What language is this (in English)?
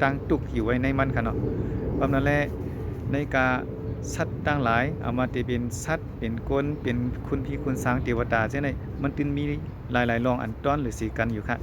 Shan